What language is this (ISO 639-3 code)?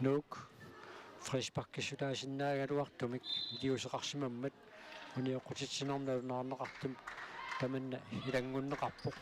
kal